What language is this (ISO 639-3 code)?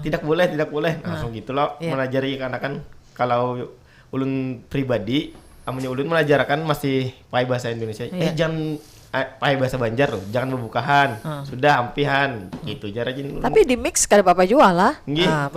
bjn